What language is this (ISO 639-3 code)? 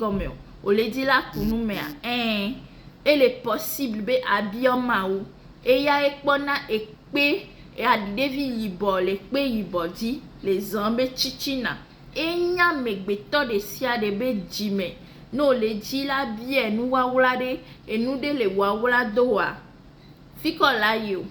ewe